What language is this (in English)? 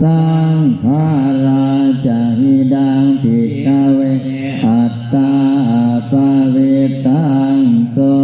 Pali